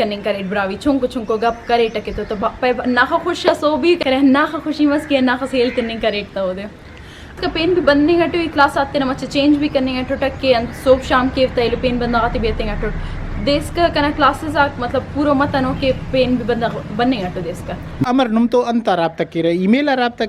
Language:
Brahui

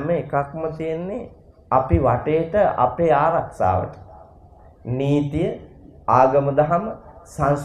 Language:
Sinhala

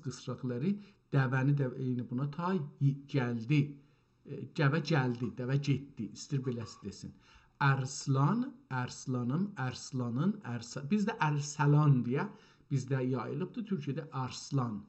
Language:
South Azerbaijani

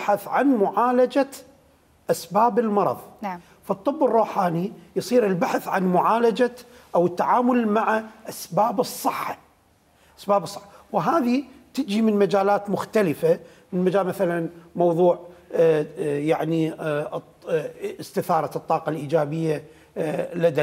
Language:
Mesopotamian Arabic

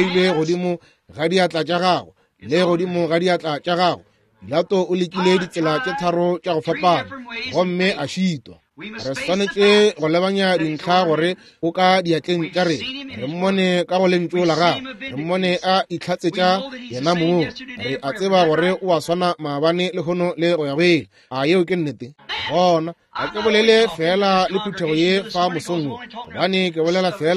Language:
Northern Sotho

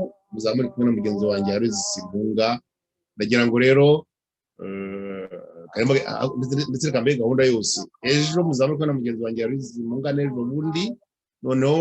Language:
Kinyarwanda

